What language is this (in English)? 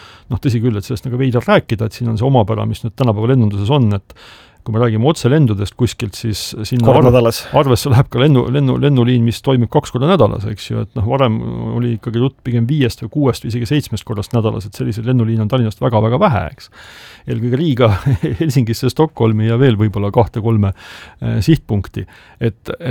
Estonian